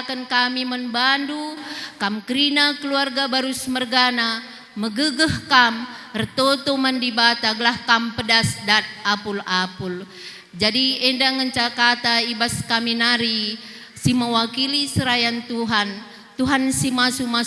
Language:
Batak Karo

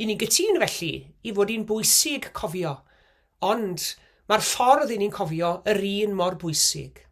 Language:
Welsh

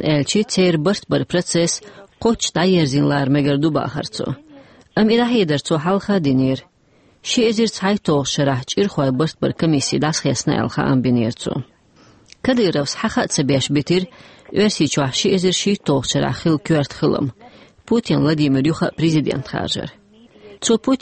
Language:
Chechen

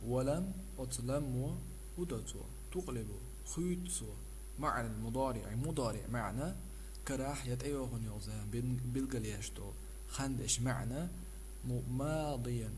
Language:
Chechen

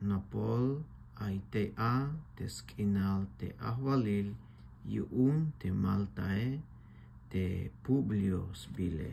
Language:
Tzeltal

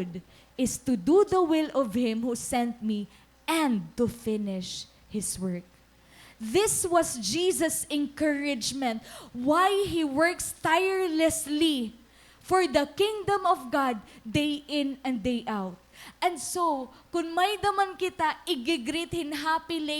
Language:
Waray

